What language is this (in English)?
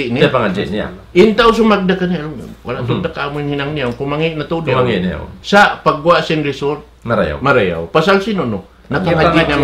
Tausug